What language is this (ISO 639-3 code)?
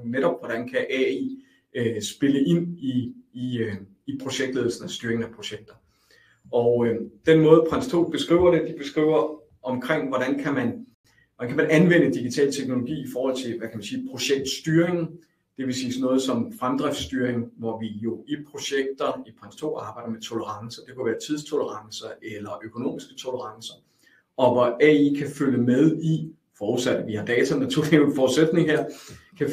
dan